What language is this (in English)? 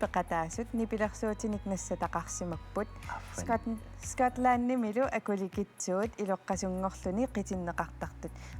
Kalaallisut